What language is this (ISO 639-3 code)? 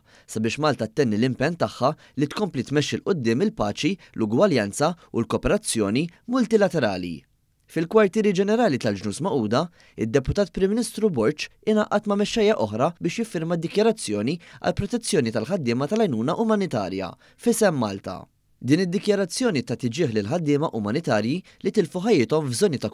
mlt